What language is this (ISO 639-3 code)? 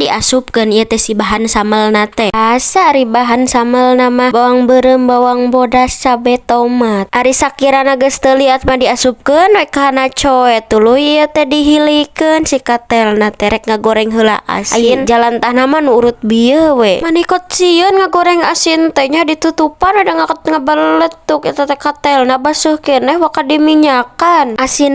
sun